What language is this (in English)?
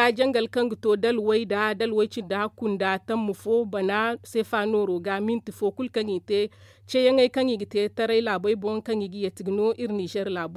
Zarma